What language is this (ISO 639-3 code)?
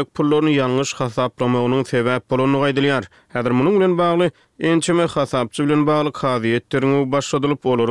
tuk